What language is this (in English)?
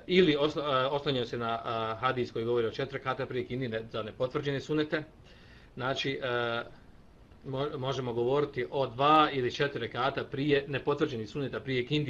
Bosnian